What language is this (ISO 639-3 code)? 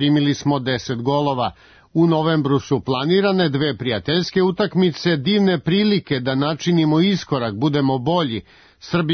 srp